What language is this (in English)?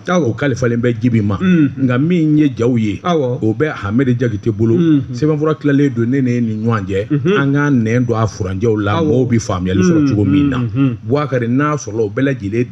Bambara